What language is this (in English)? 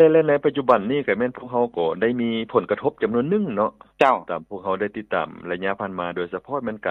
Lao